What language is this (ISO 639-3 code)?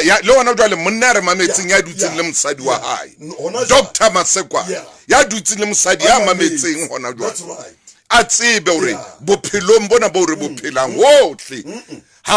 sot